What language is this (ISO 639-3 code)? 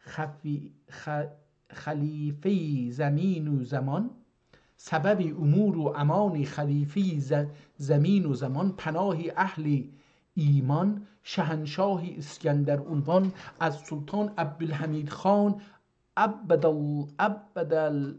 azb